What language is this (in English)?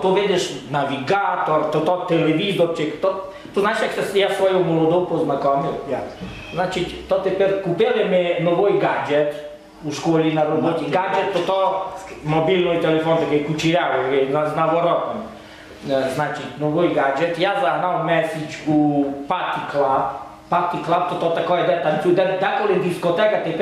Rusyn